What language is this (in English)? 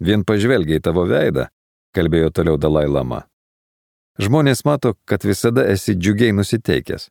Lithuanian